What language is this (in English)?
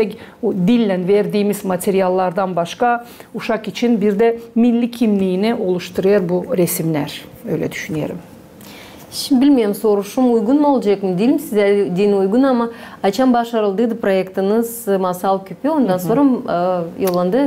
Gagauz